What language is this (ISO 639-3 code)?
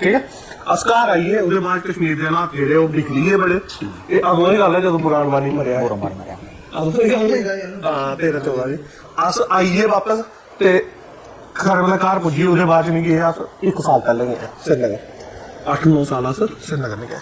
doi